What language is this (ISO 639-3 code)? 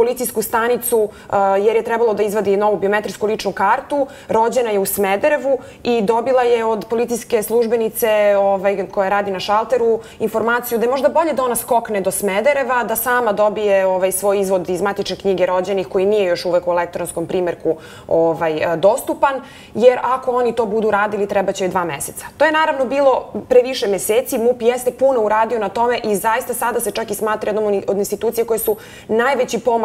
srp